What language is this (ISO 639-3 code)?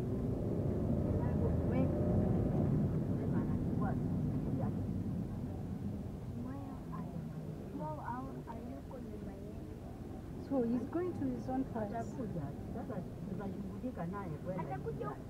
swa